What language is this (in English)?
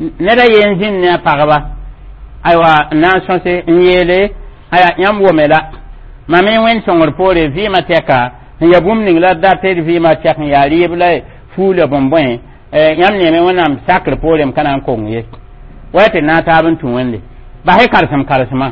Mossi